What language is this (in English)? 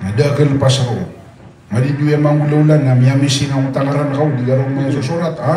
Maranao